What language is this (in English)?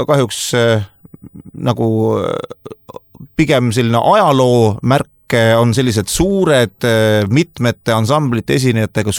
Estonian